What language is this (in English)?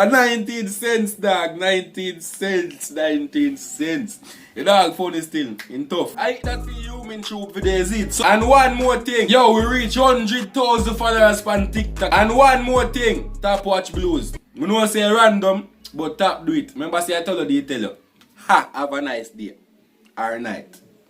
Jamaican Creole English